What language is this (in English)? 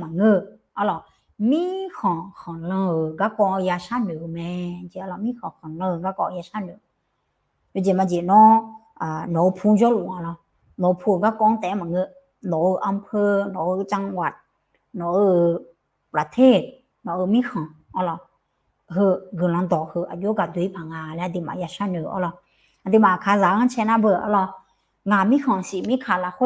Akha